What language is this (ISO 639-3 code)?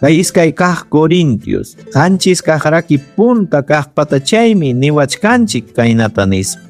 quy